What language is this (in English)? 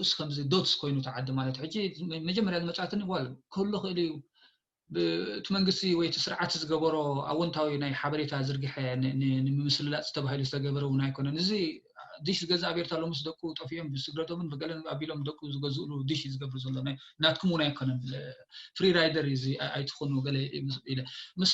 Tigrinya